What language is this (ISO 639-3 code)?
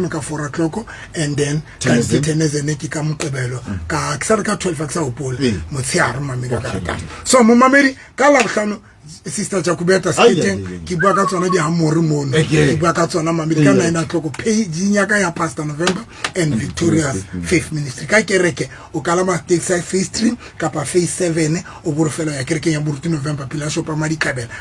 sot